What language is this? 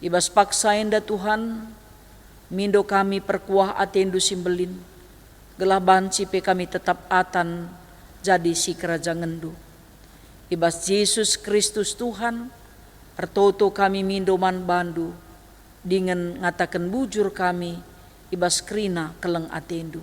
Batak Karo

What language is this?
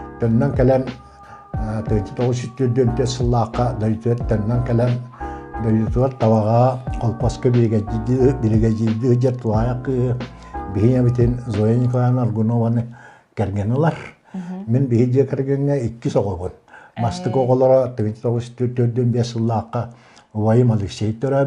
Yakut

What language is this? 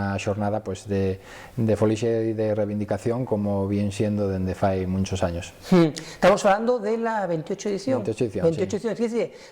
Asturian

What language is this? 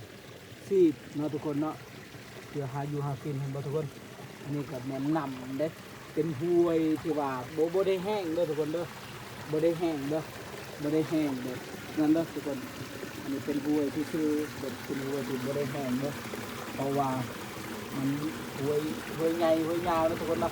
Lao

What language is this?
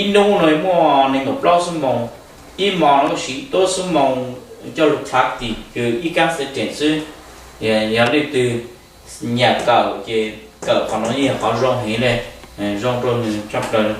Hmong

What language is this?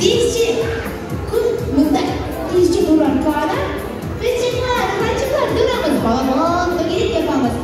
Crimean Tatar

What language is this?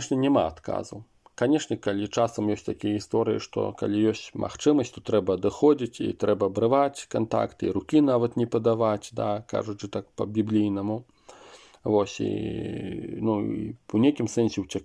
Belarusian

